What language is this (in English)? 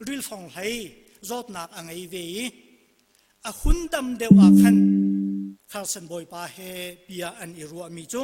Hakha Chin